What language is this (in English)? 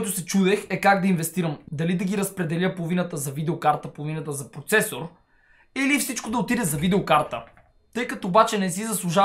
Bulgarian